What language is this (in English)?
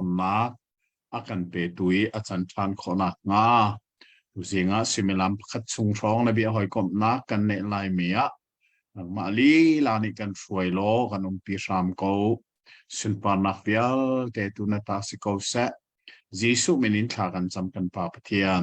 Hakha Chin